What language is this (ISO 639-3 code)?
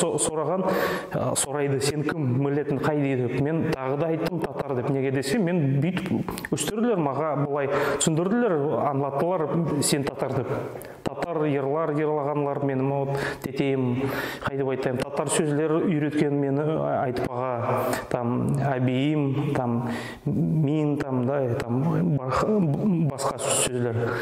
nog